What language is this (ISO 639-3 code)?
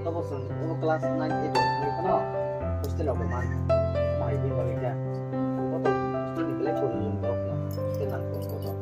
ria